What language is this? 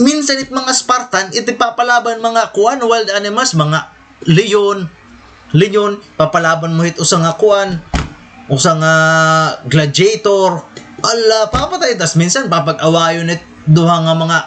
Waray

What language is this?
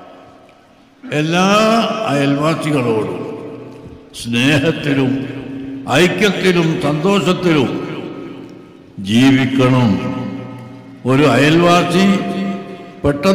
Malayalam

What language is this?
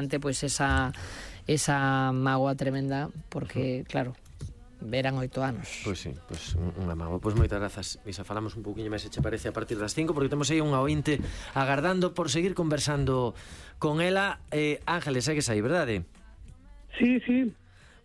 Galician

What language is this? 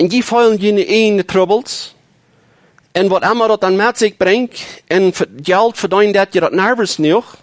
Plautdietsch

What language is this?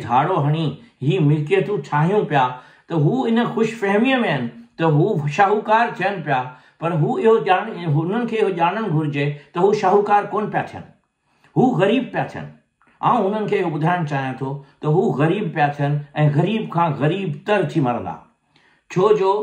Sindhi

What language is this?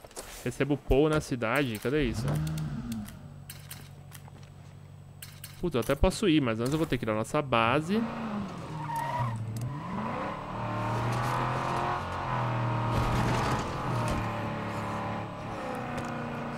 Portuguese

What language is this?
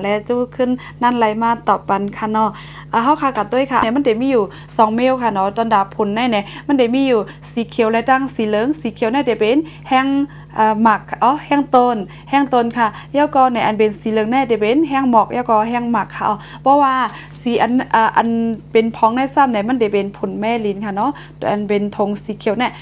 Shan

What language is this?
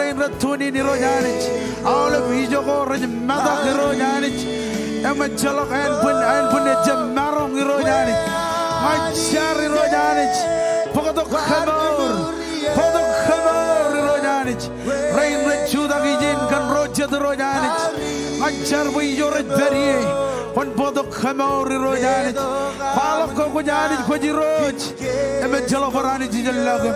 Marshallese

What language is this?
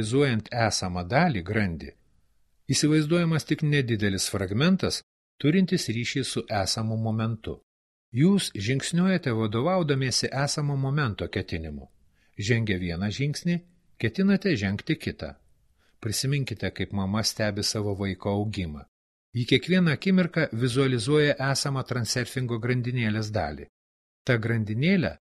Lithuanian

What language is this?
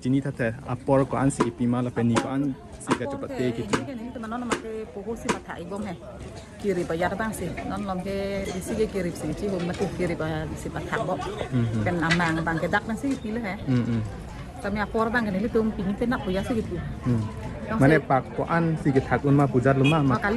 Karbi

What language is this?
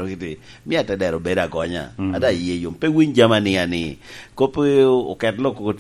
Lango (Uganda)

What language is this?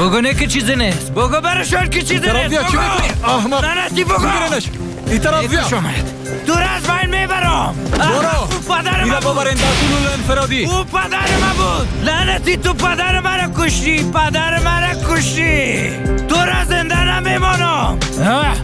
Persian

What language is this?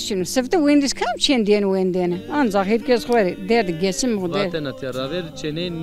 Zaza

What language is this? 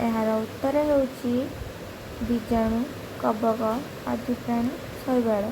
Odia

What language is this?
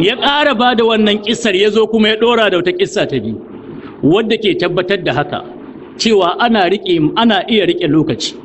Hausa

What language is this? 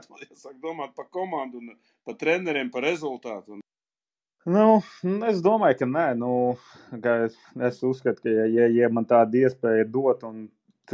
Latvian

